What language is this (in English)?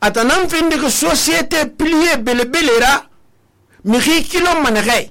Susu